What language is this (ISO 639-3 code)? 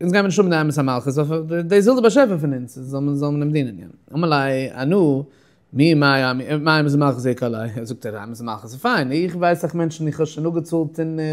yid